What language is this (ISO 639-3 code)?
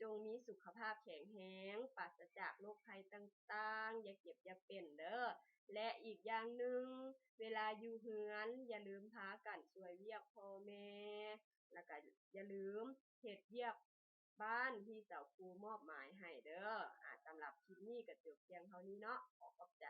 lao